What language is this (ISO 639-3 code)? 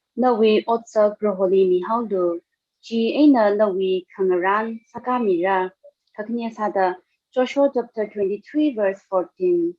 nmf